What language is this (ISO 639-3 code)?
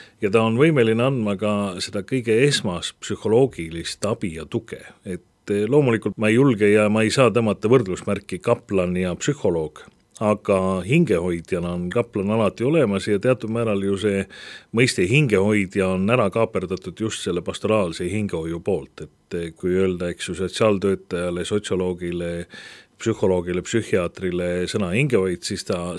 est